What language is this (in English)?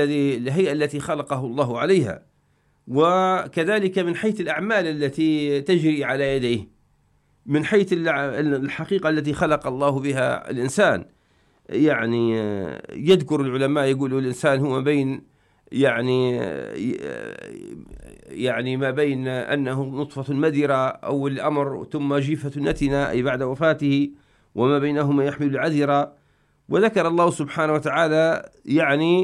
Arabic